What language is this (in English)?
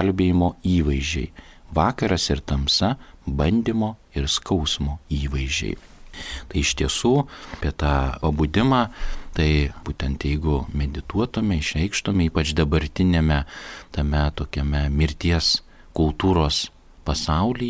Lithuanian